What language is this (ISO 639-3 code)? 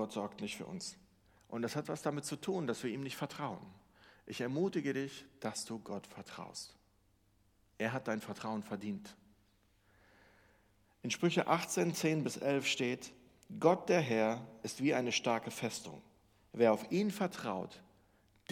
deu